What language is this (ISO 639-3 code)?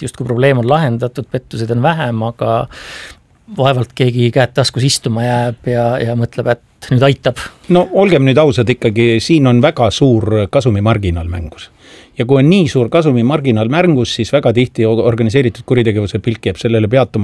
est